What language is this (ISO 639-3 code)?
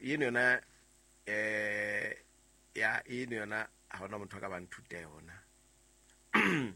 sot